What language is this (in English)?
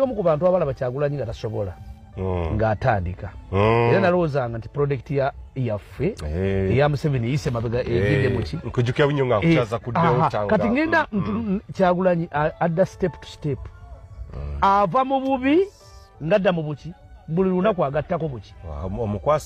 Ganda